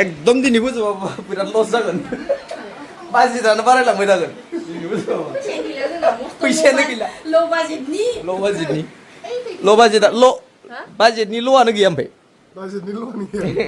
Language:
Bodo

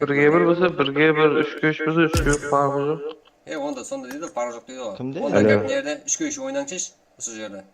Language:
Kara-Kalpak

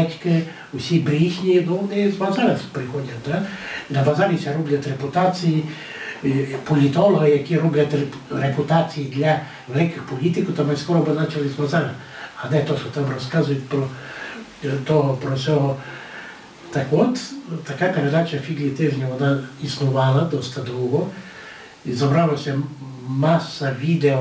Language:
Rusyn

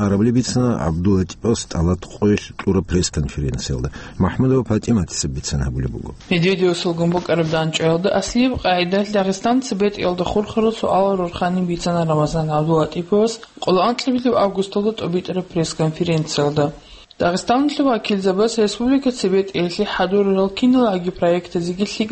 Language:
Avaric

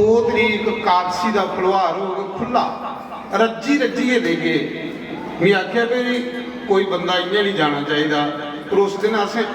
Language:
Dogri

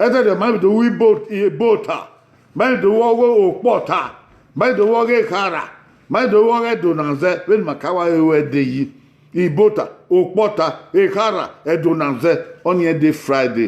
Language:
Bini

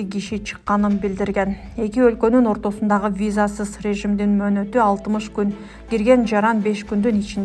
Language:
Kyrgyz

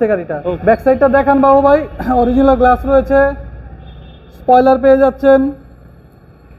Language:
Bangla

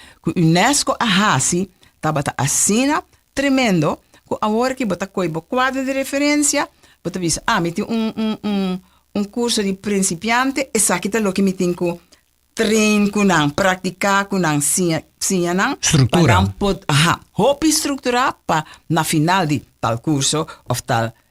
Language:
Papiamento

